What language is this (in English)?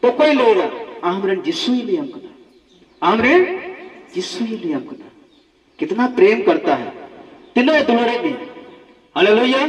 Santali